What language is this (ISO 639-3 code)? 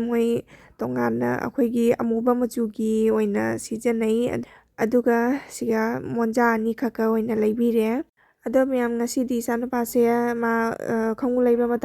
mni